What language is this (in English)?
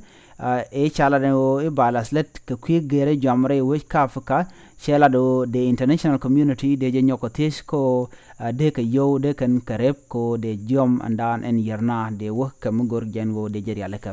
Nuer